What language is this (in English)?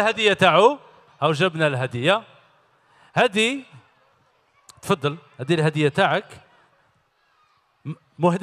Algerian Arabic